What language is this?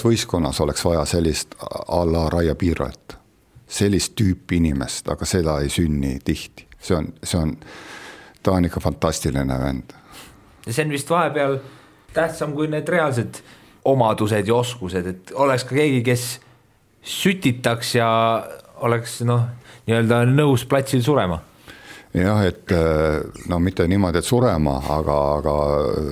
Estonian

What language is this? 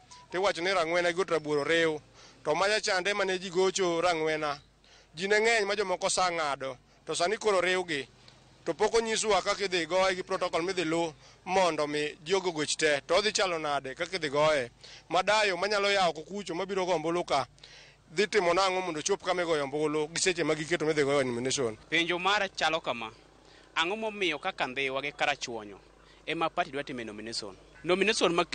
Luo (Kenya and Tanzania)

